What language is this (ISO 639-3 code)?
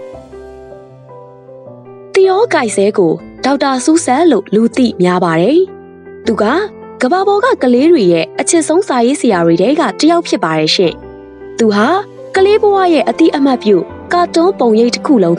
mya